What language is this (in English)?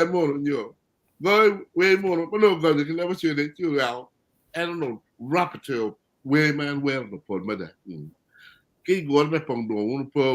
Acoli